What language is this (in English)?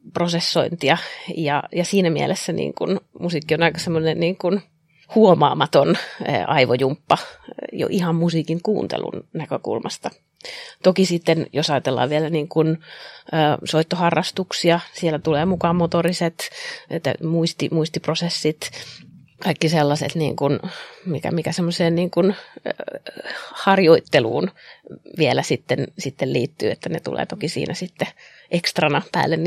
Finnish